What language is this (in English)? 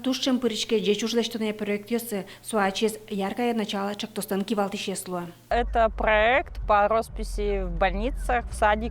Udmurt